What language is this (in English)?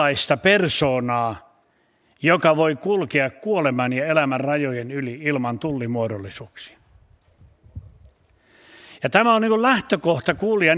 Finnish